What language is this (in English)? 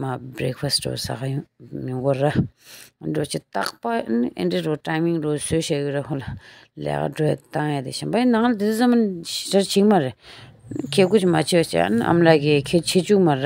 Tibetan